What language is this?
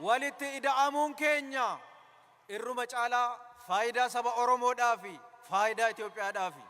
Oromo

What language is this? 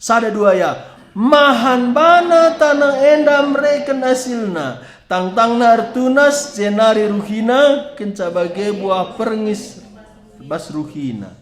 Batak Karo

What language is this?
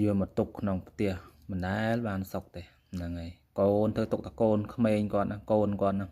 Khmer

